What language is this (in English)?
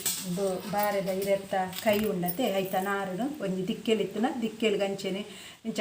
Tulu